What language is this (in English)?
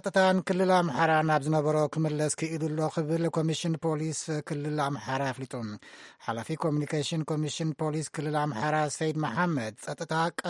Tigrinya